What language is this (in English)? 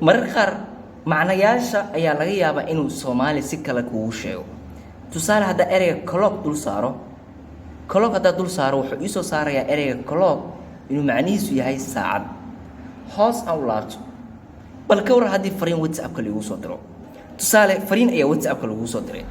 Somali